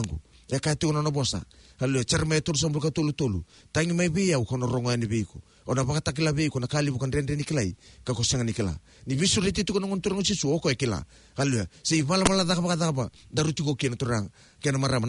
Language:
Fijian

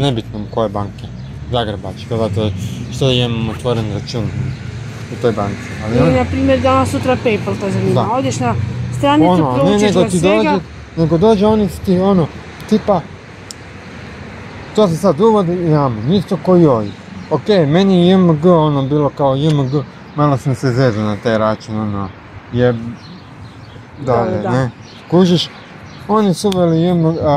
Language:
Croatian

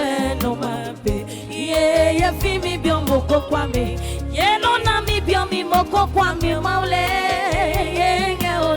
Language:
Adangme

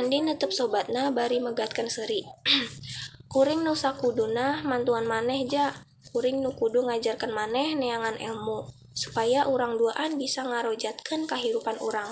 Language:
Sundanese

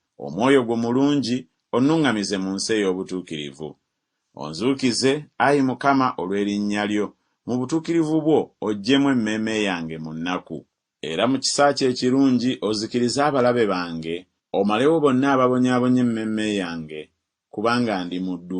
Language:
Ganda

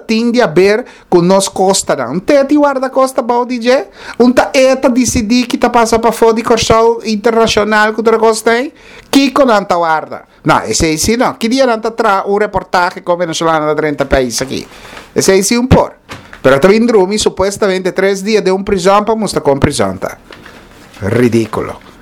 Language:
Papiamento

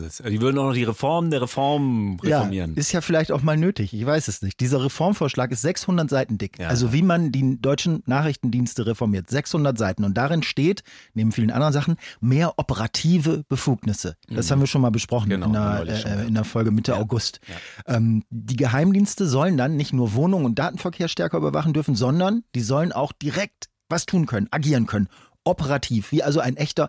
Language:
German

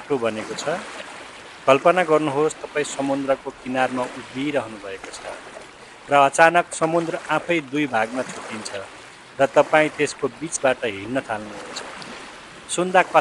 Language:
Nepali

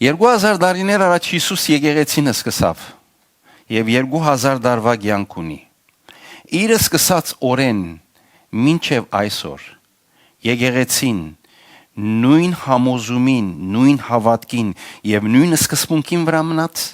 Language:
Western Armenian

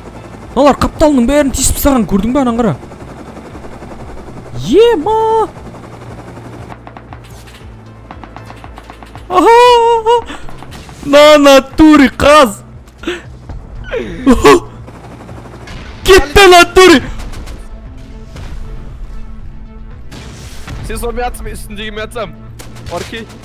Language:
Kazakh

